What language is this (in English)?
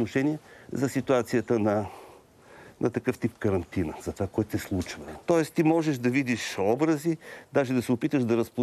Bulgarian